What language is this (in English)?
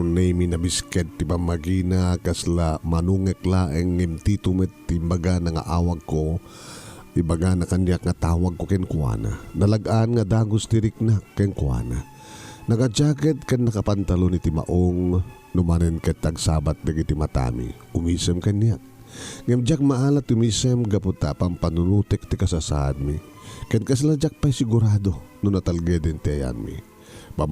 Iloko